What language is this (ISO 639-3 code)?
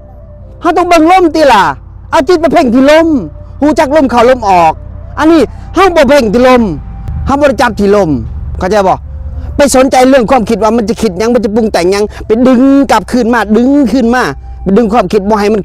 tts